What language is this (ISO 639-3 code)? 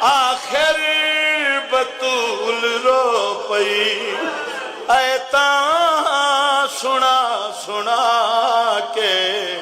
skr